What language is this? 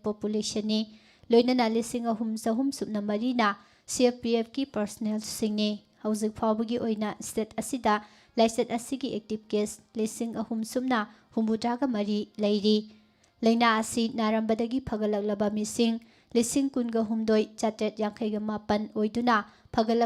Manipuri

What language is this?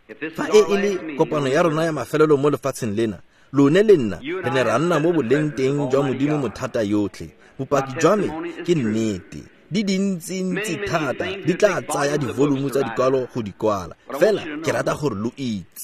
Tswana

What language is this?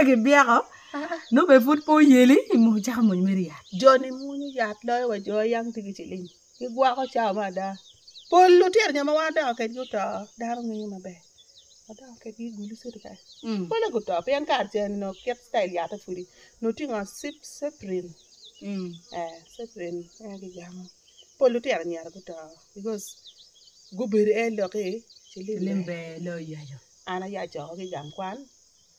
Acoli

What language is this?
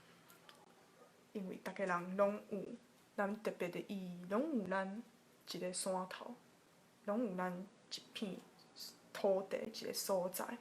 Min Nan Chinese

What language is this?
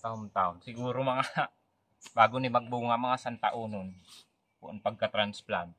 Bikol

